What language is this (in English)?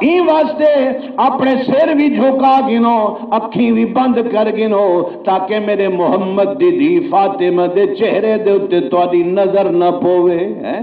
Saraiki